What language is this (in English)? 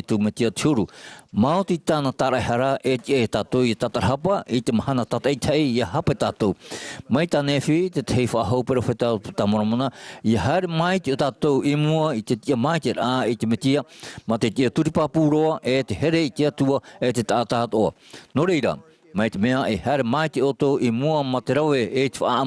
Tahitian